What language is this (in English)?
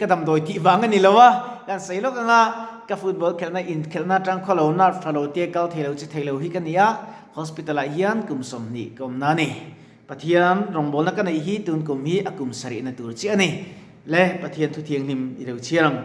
Mizo